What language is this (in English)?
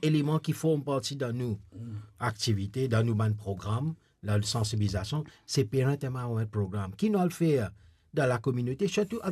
Morisyen